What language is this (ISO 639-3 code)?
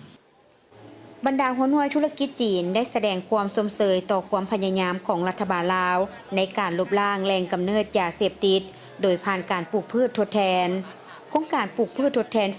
lao